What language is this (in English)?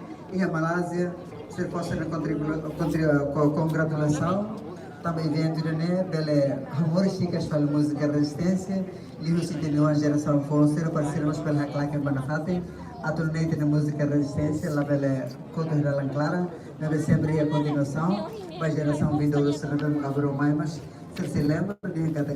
Tetum